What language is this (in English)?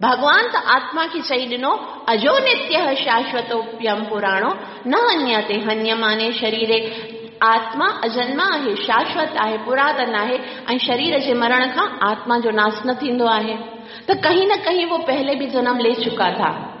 Sindhi